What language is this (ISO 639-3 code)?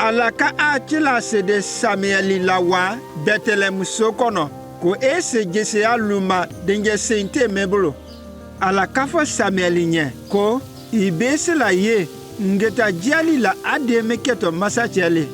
mku